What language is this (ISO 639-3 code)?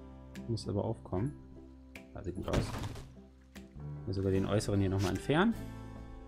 deu